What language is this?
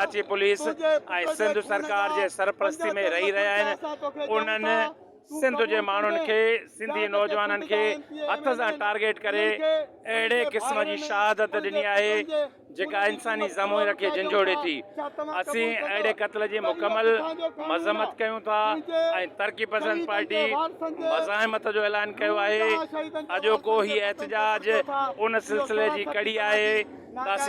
Sindhi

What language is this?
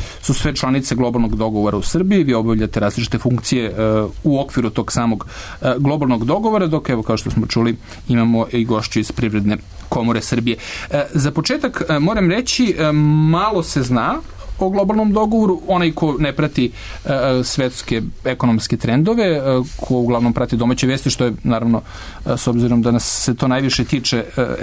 Serbian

